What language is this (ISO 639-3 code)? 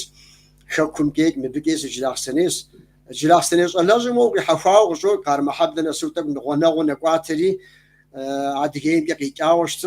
kbd